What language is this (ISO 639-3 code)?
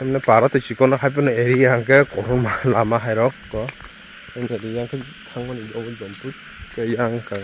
trp